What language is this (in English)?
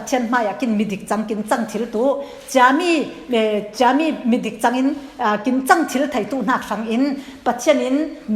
Falam Chin